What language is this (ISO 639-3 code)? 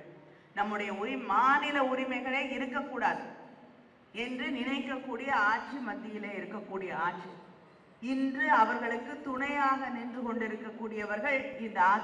tam